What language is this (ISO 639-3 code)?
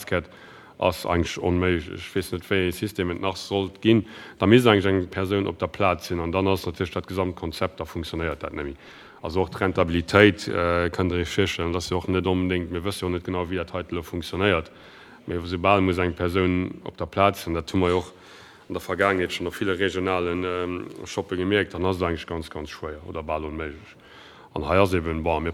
ltz